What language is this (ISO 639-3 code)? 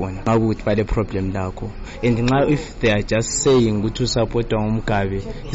nde